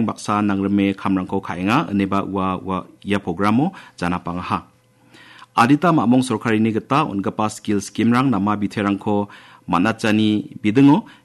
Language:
Garo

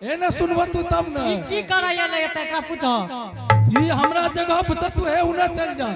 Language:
Angika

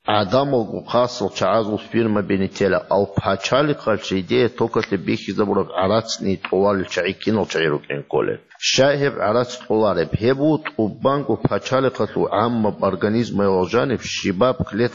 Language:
Avaric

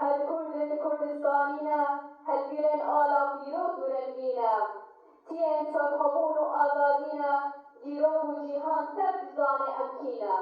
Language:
Kurdish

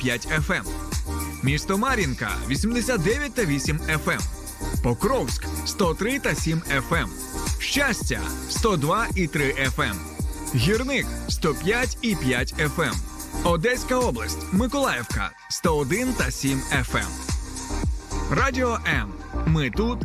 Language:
Ukrainian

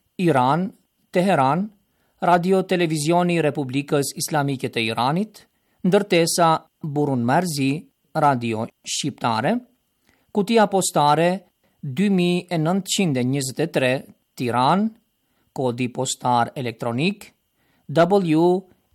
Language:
Albanian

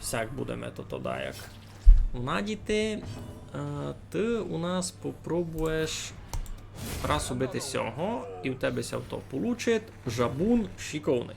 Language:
Rusyn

